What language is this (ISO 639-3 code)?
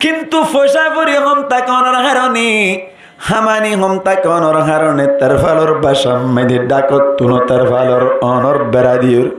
rhg